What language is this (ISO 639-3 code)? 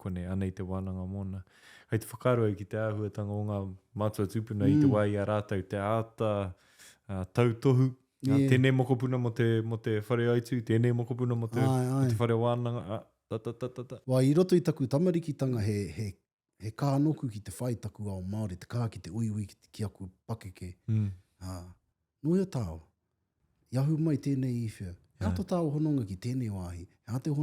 mri